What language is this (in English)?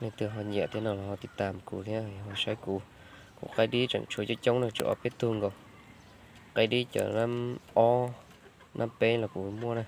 Hmong